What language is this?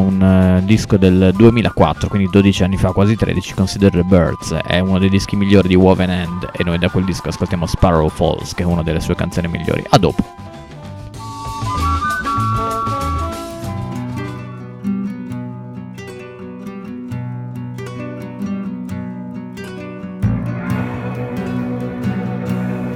Italian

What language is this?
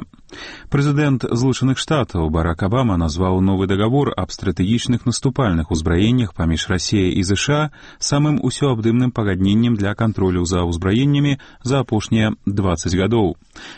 Belarusian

